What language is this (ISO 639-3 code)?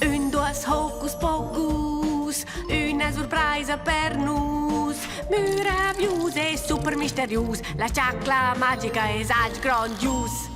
roh